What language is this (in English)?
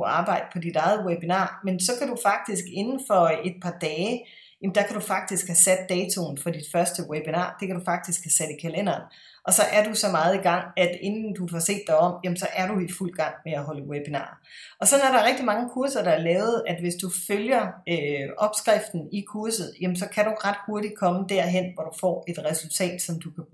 Danish